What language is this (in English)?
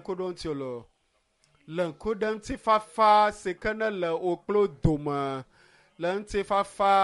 Ewe